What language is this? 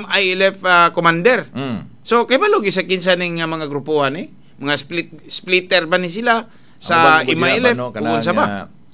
Cebuano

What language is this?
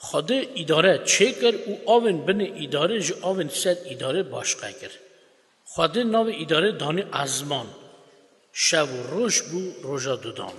Kurdish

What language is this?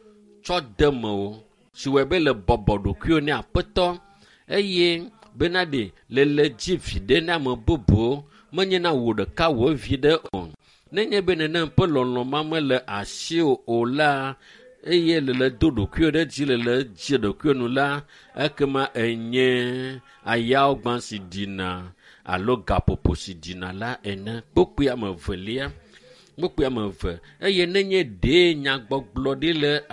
Ewe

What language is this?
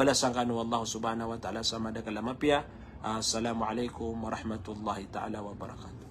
Maranao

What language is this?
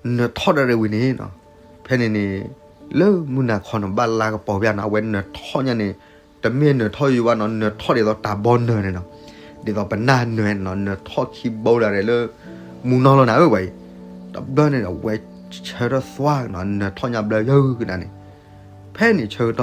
S'gaw Karen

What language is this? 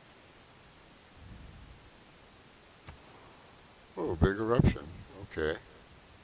English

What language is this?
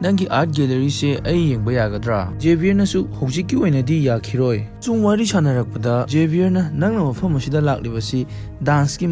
Manipuri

